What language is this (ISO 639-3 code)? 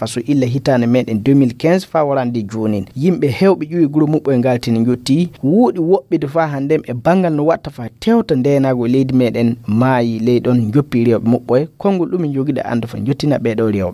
ful